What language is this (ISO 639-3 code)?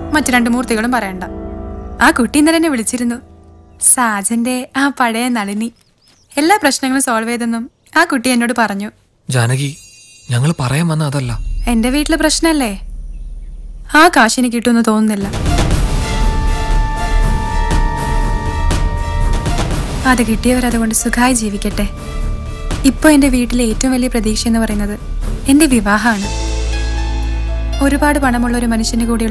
mal